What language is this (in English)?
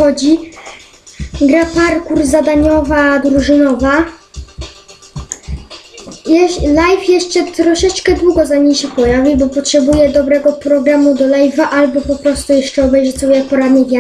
Polish